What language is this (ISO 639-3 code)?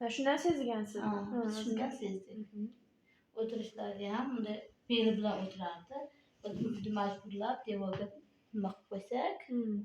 uzb